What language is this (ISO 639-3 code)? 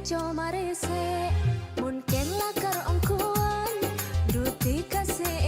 mad